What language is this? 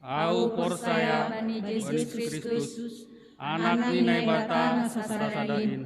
Batak Simalungun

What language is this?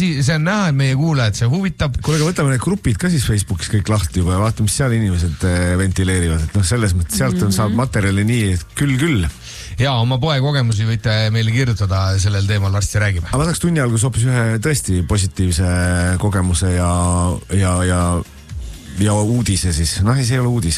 Estonian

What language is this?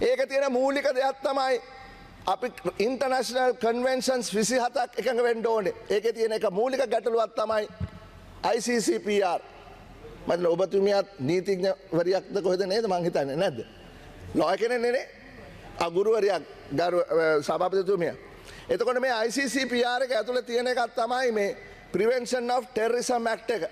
Sinhala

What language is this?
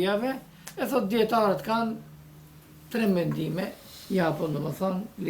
Albanian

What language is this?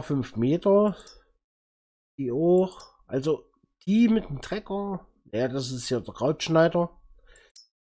German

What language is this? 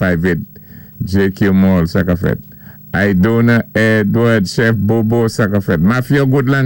Saint Lucian Creole French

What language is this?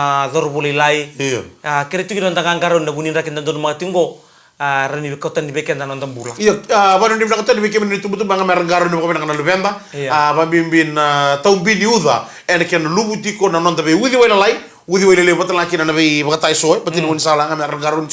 Fijian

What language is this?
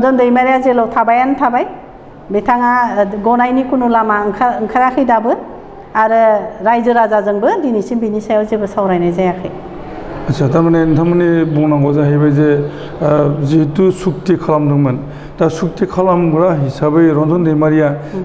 Bodo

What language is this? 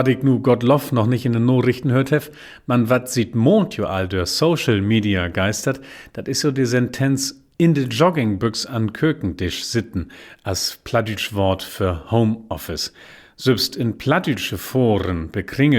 Low German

